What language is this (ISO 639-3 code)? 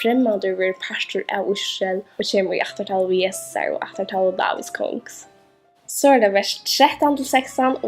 fao